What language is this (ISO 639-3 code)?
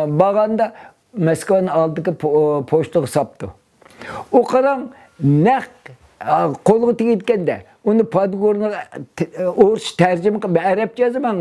uig